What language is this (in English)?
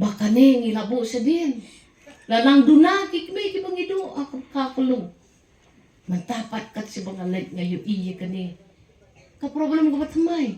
Khasi